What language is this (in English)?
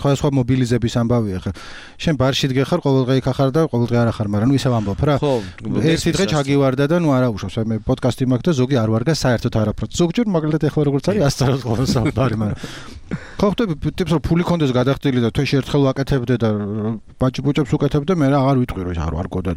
Georgian